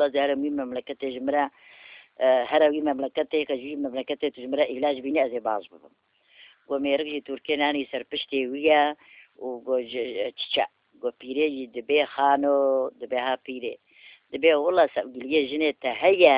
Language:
Kurdish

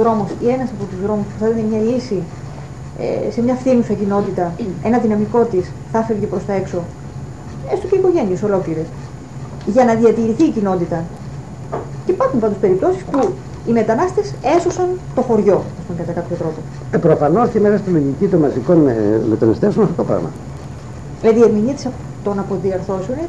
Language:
Greek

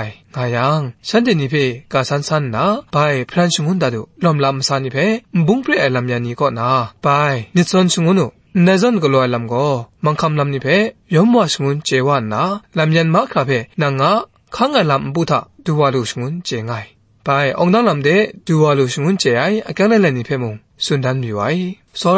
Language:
Kachin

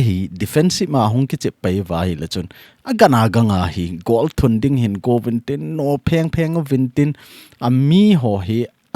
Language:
Thado Chin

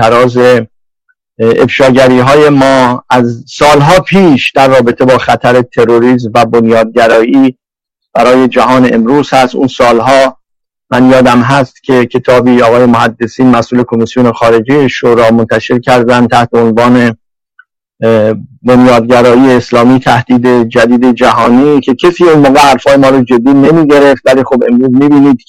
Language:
Persian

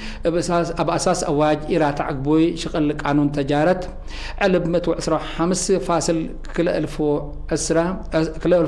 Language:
Tigre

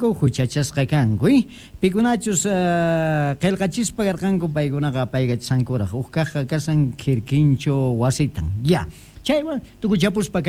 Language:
South Bolivian Quechua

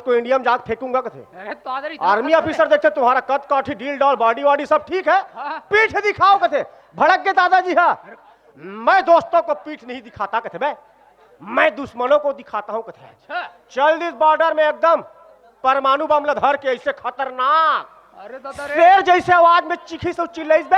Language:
Chhattisgarhi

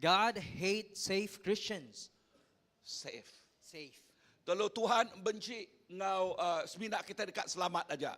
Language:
Iban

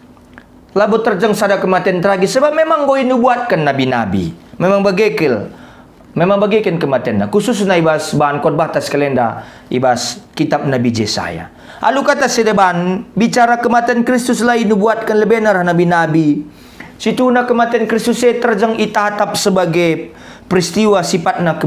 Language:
Batak Karo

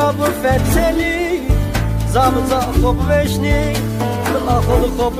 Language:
Zaza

